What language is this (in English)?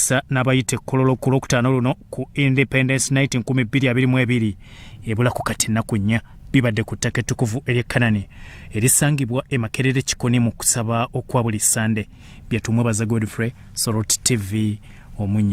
Ganda